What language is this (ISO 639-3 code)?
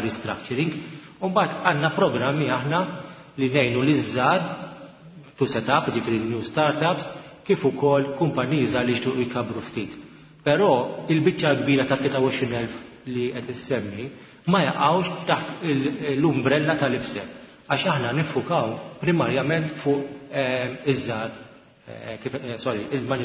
mlt